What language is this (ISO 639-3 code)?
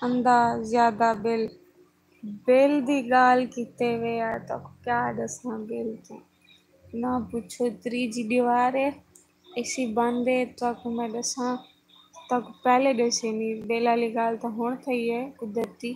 skr